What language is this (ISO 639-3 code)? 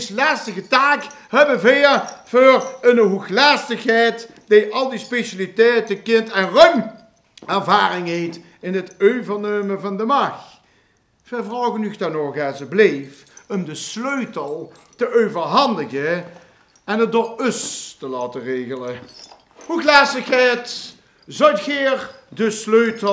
lim